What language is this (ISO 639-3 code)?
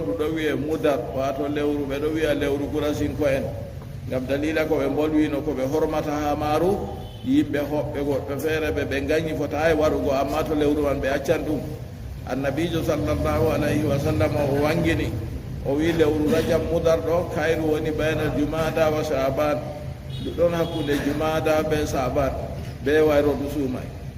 ful